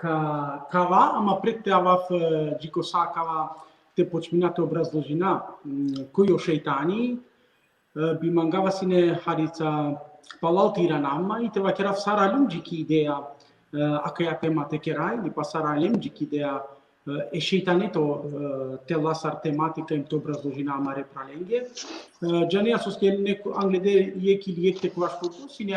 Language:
Balkan Romani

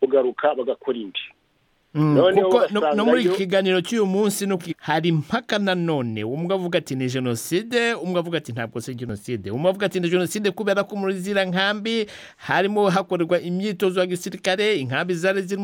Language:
Kinyarwanda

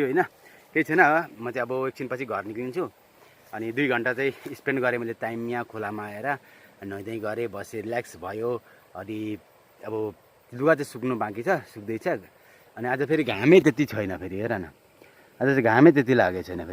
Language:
Nepali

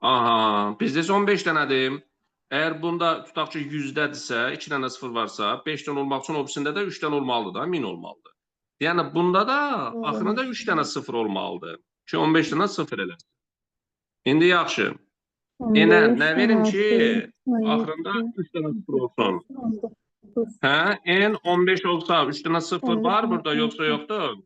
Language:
Azerbaijani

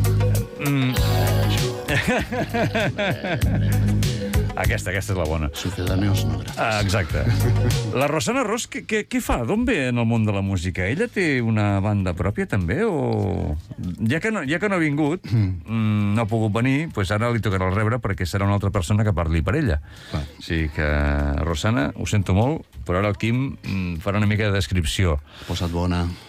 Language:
Catalan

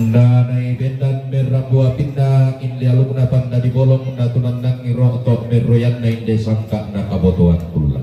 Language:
Toraja-Sa'dan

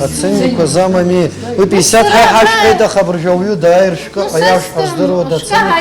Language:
Abkhazian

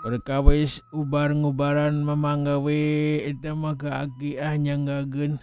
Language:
Sundanese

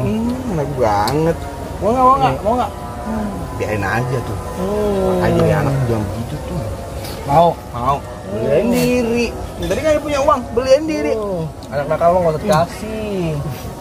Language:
Betawi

